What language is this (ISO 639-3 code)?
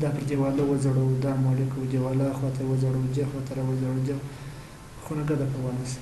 pus